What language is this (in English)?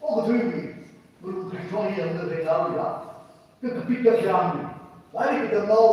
Tangkhul Naga (India)